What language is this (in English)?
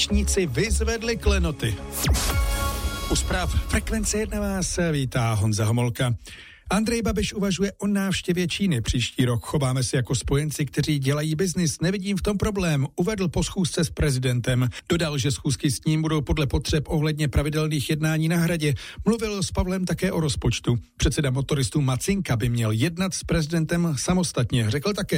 Czech